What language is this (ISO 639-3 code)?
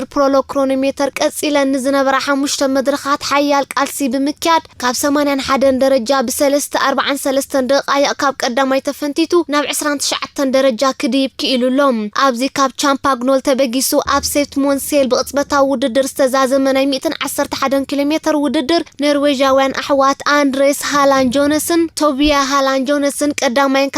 tir